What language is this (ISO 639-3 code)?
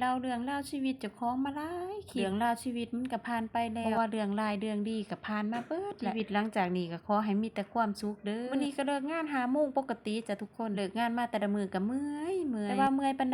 lao